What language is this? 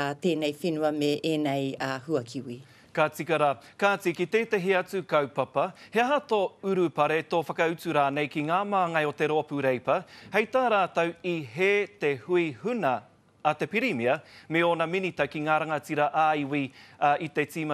Māori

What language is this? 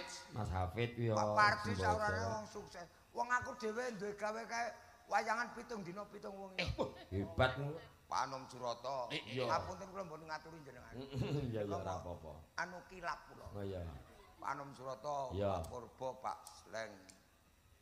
Javanese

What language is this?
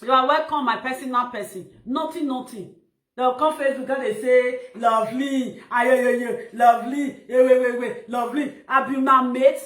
Nigerian Pidgin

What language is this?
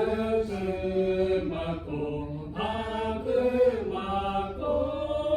Lahu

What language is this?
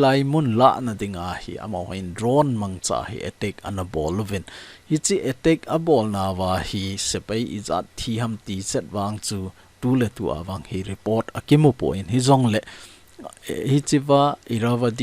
Thado Chin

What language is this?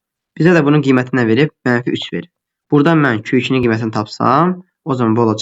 Azerbaijani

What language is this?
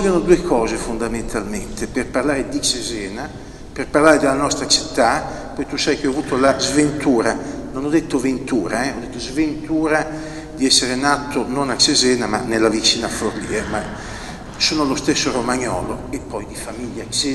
Italian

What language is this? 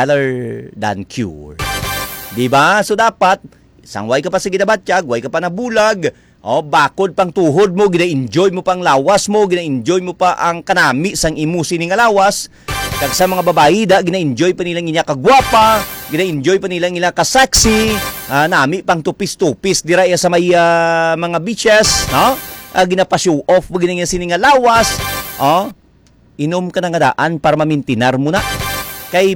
Hiligaynon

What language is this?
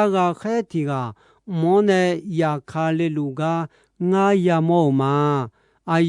Akha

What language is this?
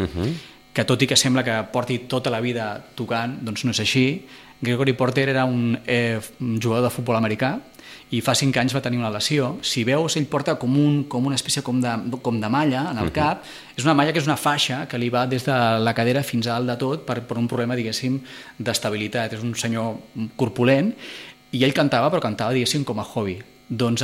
Catalan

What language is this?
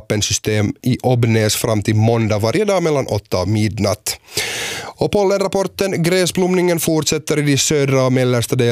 Swedish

